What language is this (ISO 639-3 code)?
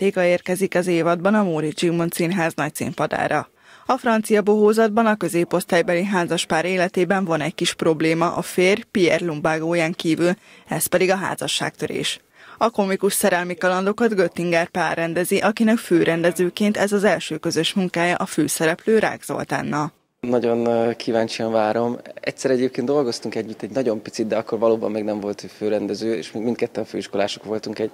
hun